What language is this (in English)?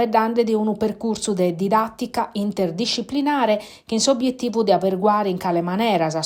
Sardinian